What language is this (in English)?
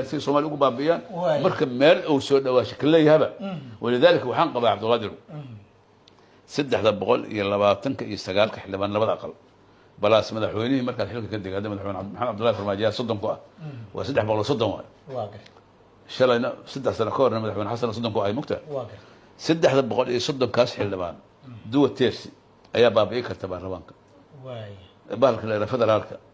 Somali